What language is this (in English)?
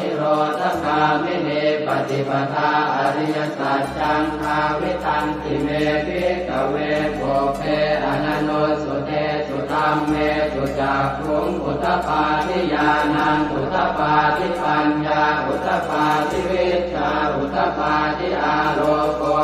Pali